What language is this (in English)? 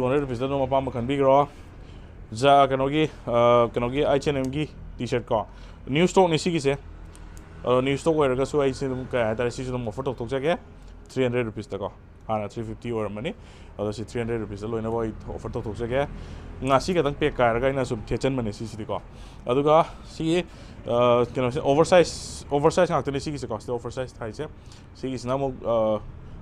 Manipuri